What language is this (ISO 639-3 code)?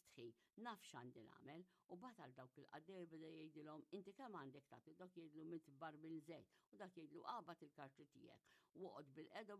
mlt